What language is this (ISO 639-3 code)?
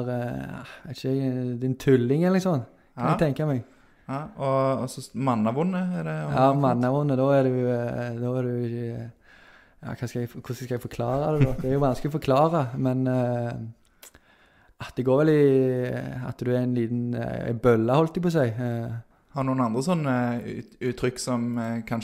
nor